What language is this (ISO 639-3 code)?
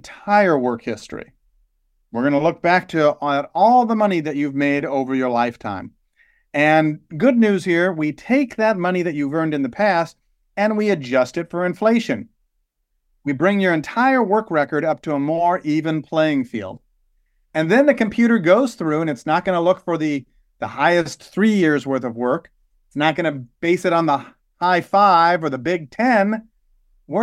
eng